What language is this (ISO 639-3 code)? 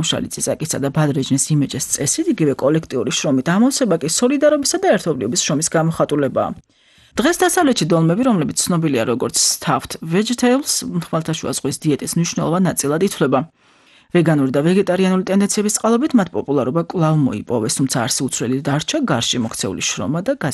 kat